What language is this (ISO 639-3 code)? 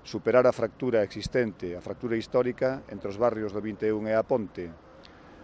glg